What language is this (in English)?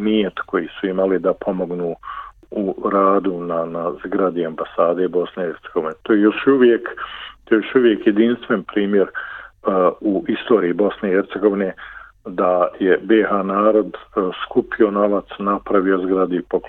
Bosnian